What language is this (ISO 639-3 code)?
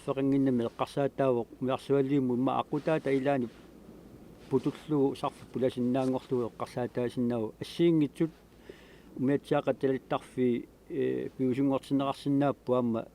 kal